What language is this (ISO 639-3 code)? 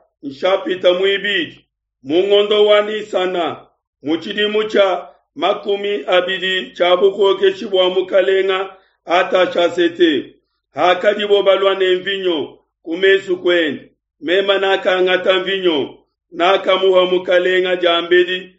lua